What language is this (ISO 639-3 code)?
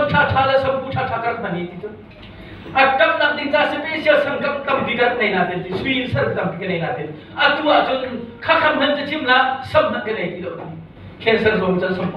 cnh